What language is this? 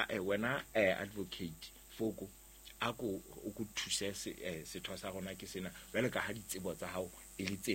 Southern Sotho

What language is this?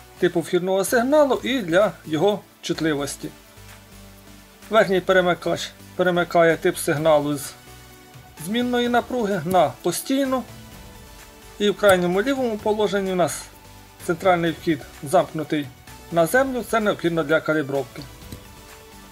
Ukrainian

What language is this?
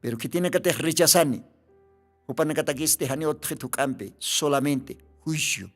Aymara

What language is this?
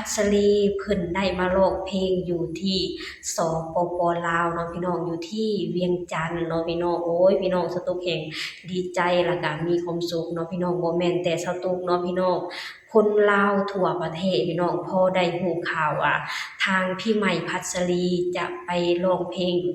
Lao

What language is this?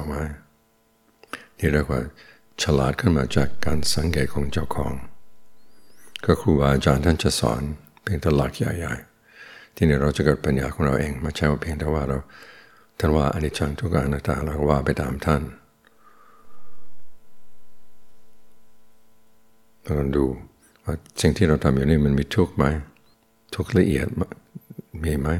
Thai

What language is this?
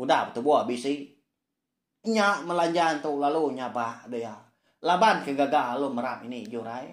Iban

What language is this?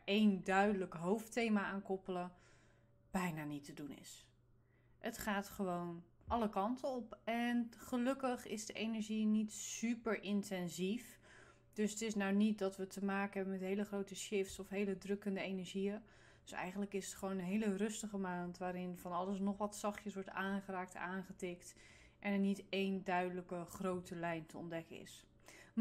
Dutch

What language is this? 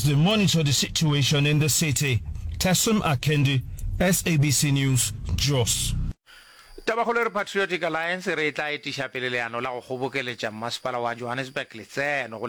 Northern Sotho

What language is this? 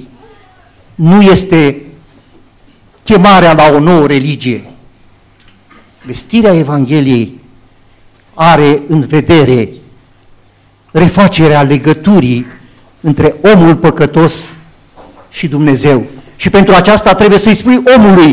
Romanian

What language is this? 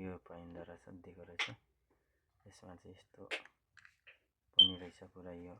Nepali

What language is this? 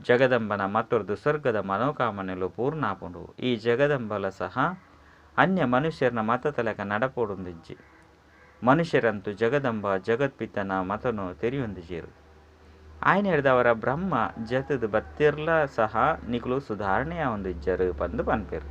Tulu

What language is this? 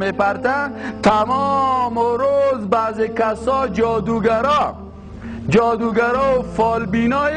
Persian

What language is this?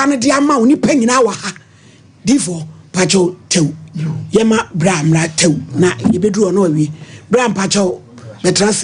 Akan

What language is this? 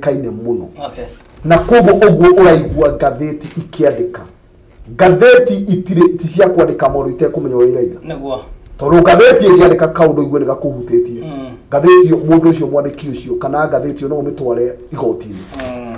Kikuyu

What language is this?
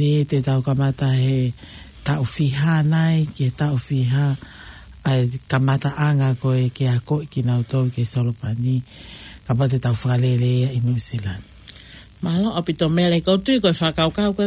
Tongan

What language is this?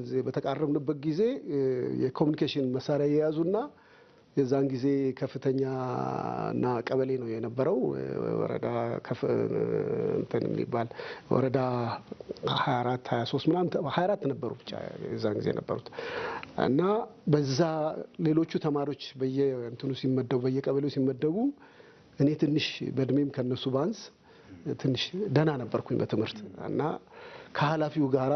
Amharic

